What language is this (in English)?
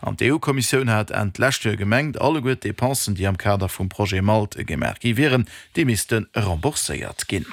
Luxembourgish